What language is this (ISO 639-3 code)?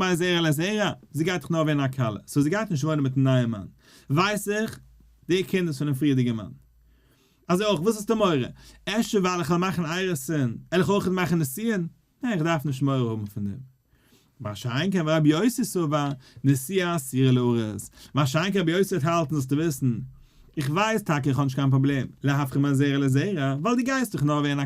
yid